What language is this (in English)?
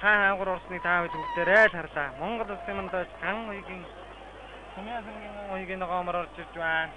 Mongolian